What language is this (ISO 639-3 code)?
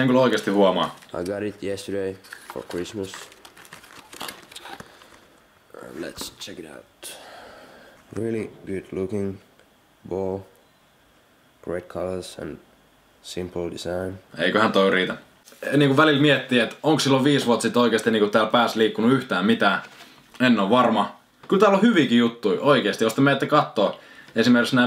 fin